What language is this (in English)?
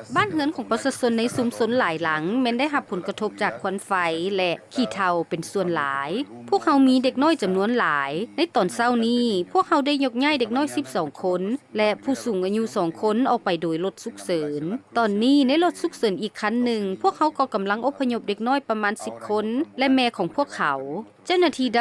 Lao